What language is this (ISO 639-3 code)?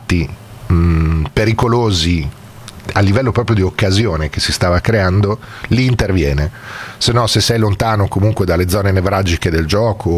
ita